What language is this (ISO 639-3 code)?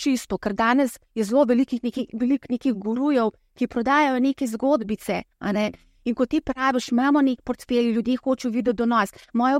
slv